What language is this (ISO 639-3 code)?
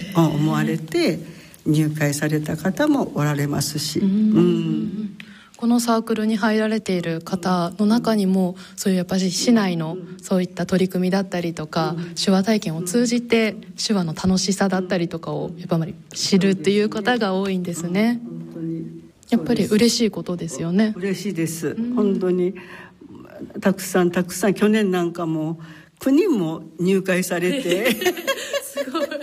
jpn